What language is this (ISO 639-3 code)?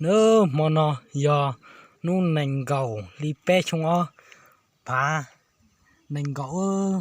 hmn